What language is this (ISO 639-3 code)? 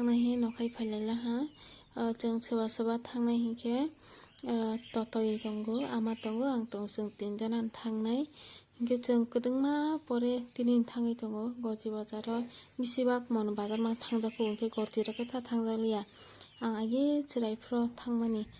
trp